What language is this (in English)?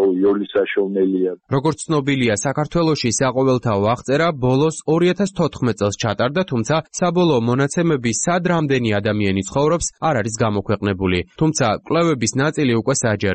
Georgian